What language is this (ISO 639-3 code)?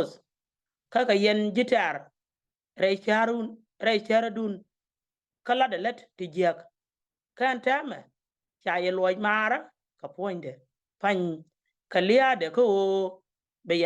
nus